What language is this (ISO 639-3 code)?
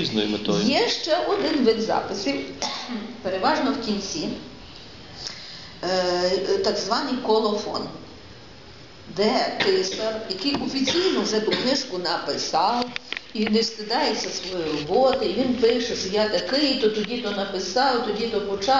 ukr